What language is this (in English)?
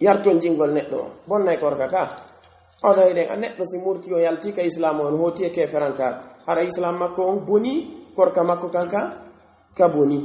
Pular